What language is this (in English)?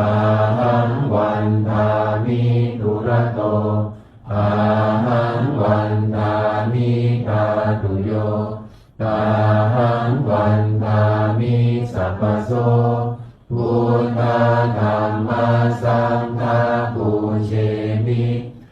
Pali